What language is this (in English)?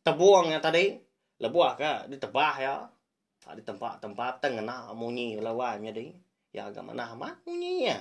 Iban